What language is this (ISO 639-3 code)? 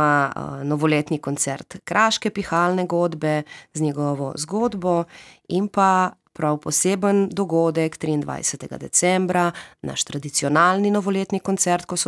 slv